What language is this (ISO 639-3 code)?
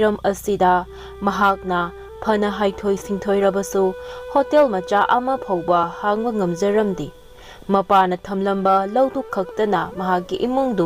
mni